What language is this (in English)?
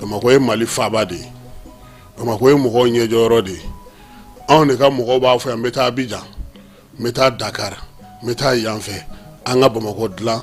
Bambara